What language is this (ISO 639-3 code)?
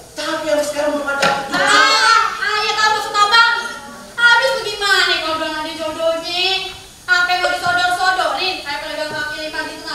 bew